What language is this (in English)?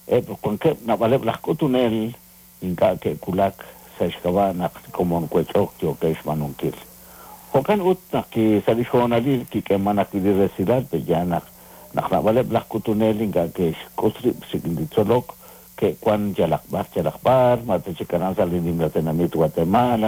Kekchí